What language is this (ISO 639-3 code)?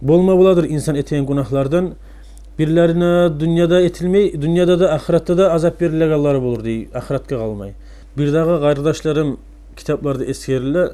kum